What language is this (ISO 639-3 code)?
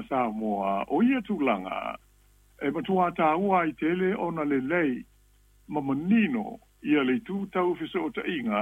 smo